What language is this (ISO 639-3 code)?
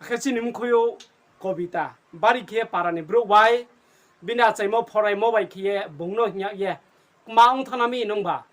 ria